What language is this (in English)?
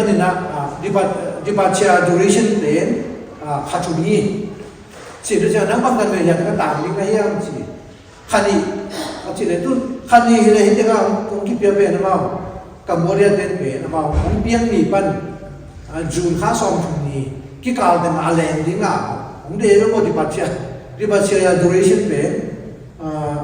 Tedim Chin